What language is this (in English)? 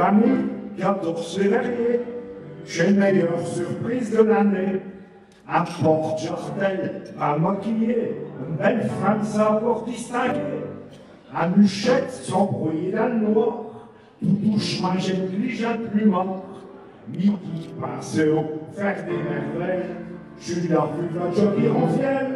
Picard